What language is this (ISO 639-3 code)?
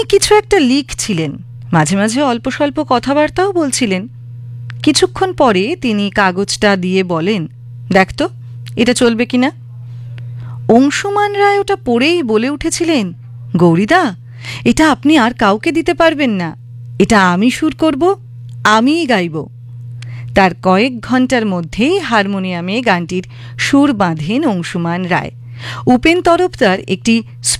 ben